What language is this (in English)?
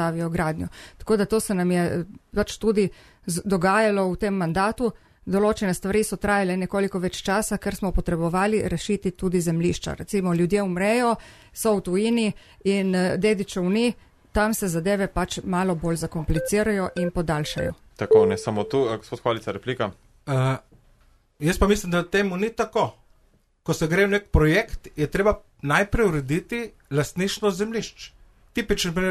Slovenian